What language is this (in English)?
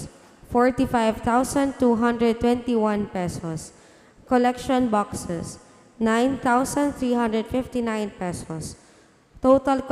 Bikol